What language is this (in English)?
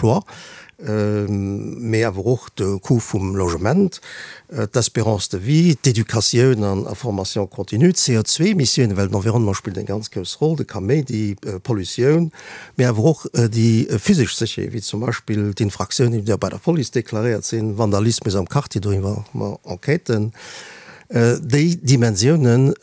Luxembourgish